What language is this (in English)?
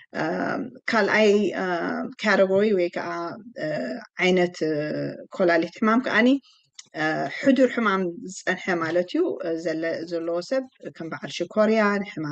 Tigrinya